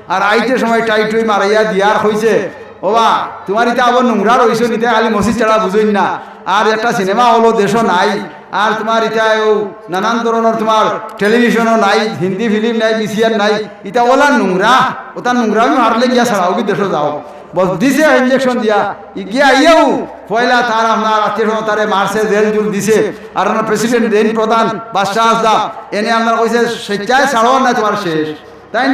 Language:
Sylheti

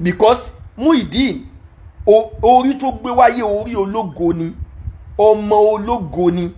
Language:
Yoruba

